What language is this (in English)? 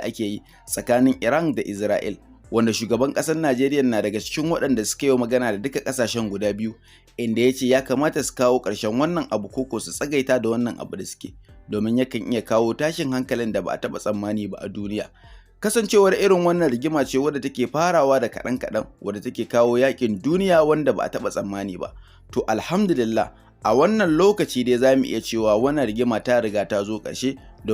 Hausa